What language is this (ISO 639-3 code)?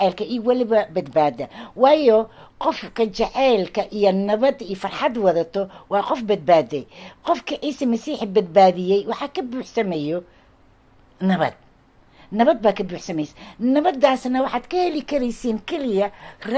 som